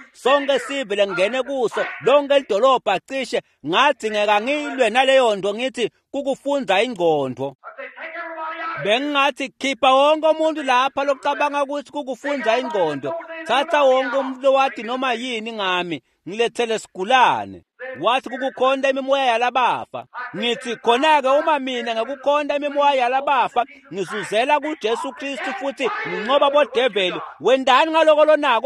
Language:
Swati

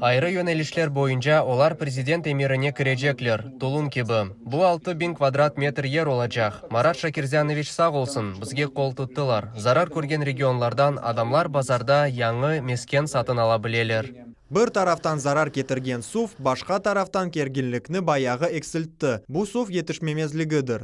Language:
Crimean Tatar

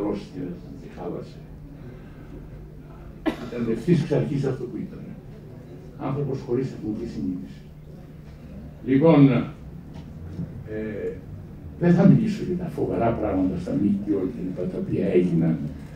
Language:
Greek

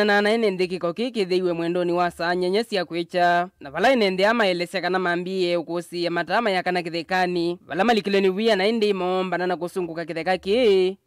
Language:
Kamba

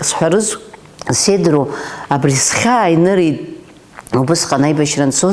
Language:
Abkhazian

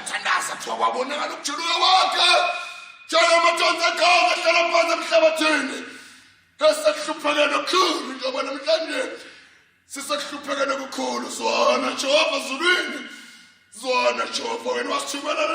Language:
Zulu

